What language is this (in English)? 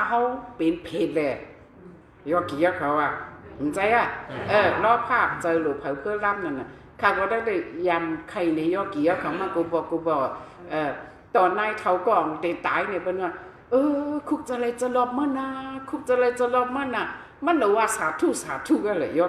Shan